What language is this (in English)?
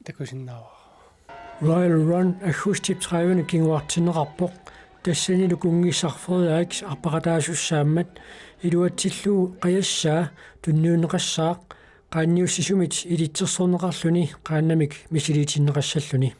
Kalaallisut